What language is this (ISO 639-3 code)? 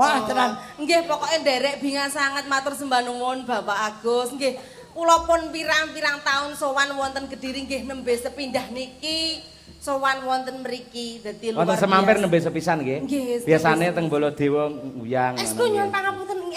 jav